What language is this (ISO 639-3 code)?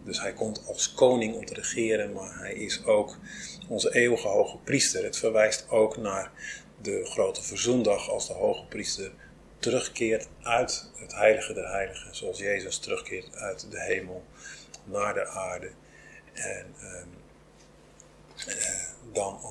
nld